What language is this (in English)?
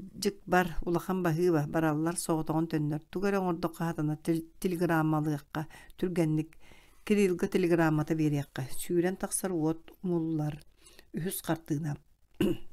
Yakut